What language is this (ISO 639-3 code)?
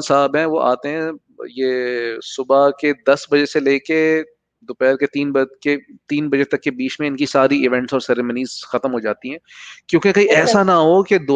urd